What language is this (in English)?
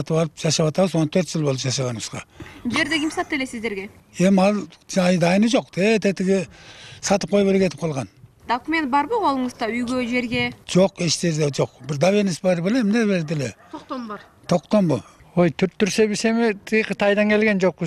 Kyrgyz